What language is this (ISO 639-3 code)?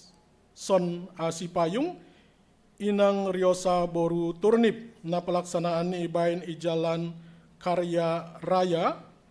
bts